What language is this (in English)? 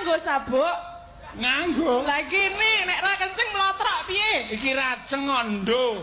Javanese